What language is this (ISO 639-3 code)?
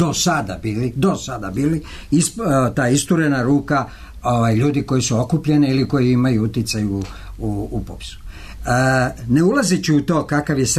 srp